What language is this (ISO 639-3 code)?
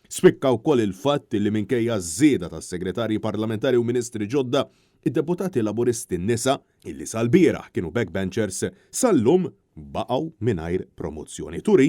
mlt